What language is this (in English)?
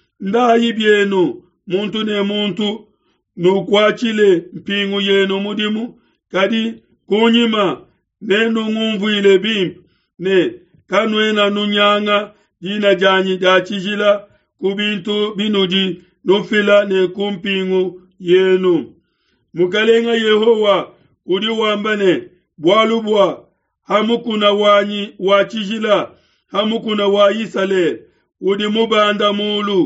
Luba-Lulua